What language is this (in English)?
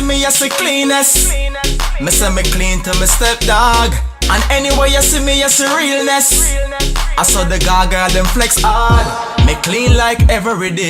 Jamaican Creole English